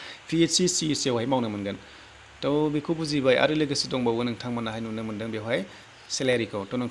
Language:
Bodo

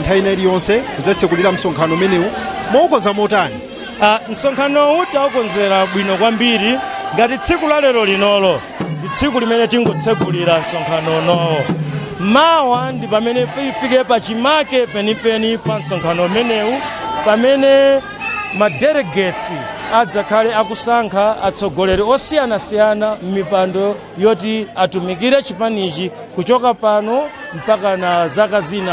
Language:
Nyanja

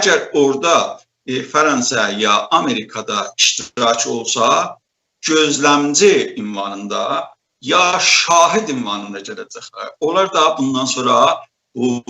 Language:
South Azerbaijani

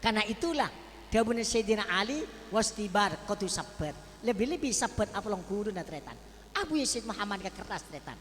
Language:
Madurese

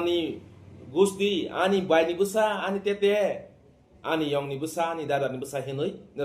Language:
Kok Borok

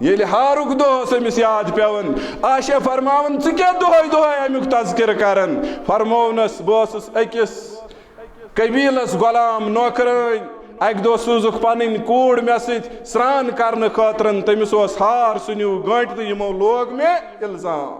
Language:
Kashmiri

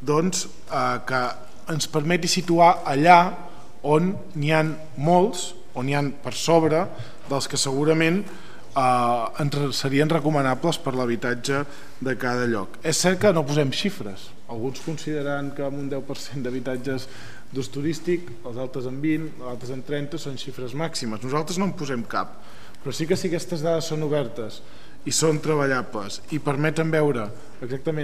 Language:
Catalan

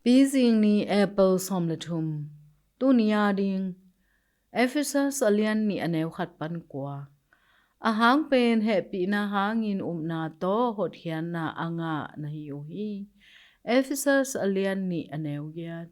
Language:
Tedim Chin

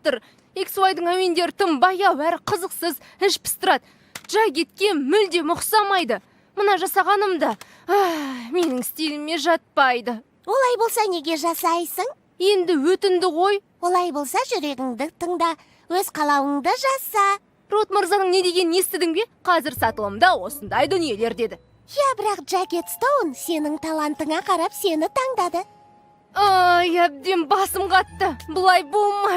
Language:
Kazakh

